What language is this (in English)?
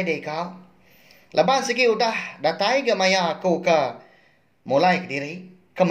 Iban